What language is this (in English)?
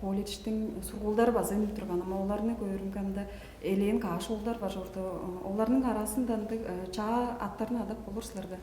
Tuvinian